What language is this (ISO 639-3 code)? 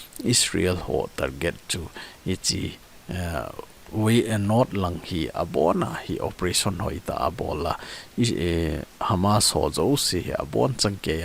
tcz